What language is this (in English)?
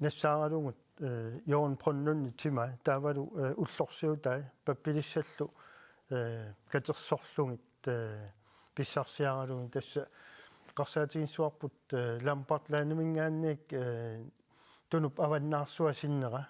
Kalaallisut